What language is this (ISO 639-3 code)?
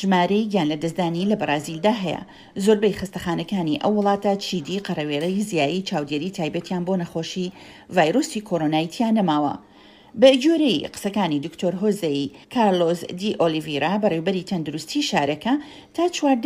ckb